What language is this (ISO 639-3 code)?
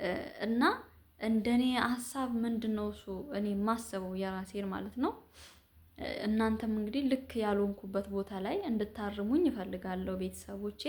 amh